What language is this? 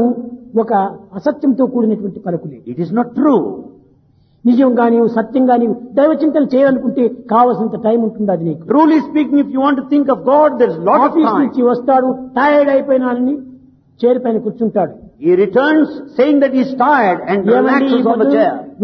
Telugu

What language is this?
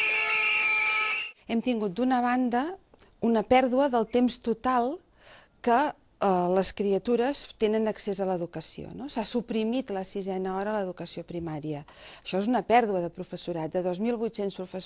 Catalan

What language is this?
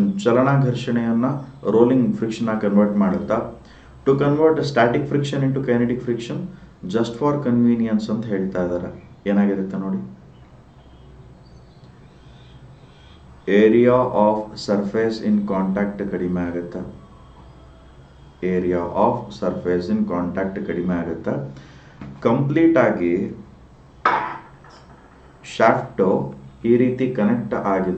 Kannada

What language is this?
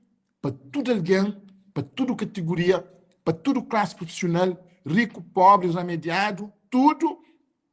Kabuverdianu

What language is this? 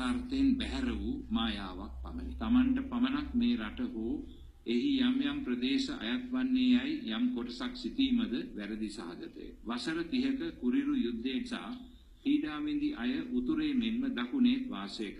Sinhala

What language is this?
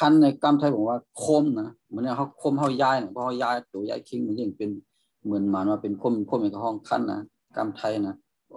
Shan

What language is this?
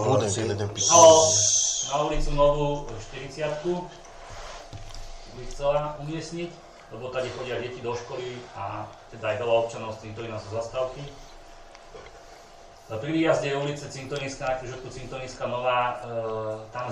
Slovak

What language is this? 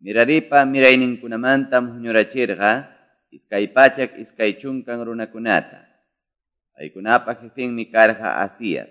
Quechua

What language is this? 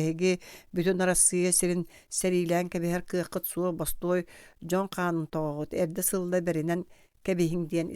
Yakut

